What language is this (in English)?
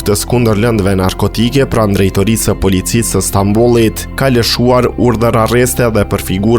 Albanian